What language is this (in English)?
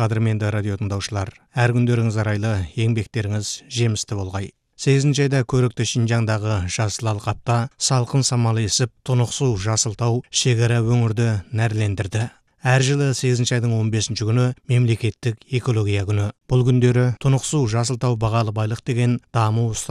Kazakh